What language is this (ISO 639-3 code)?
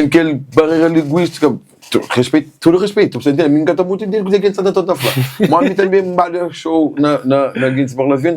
kea